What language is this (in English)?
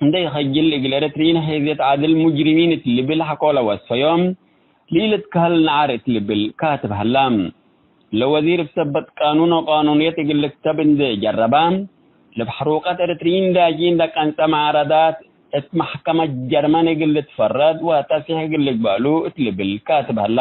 Tigre